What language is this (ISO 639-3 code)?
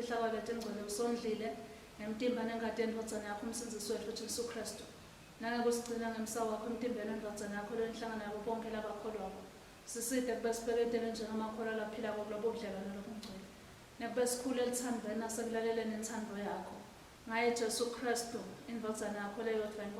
ssw